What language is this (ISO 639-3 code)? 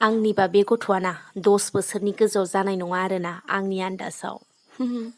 brx